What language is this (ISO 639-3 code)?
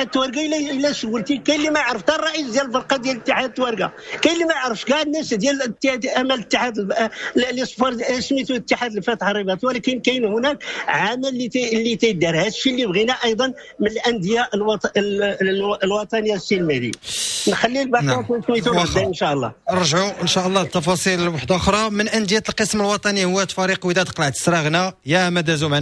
ary